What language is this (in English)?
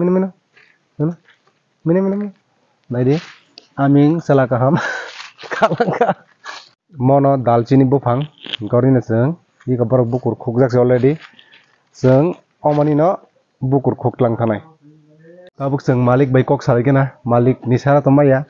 Kok Borok